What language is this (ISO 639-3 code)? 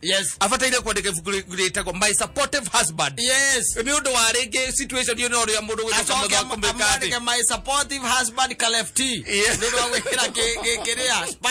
kik